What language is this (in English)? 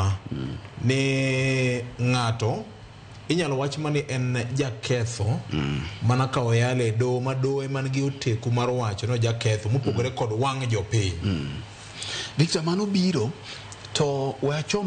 Luo (Kenya and Tanzania)